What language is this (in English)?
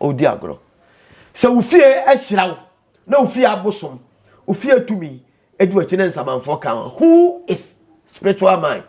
Akan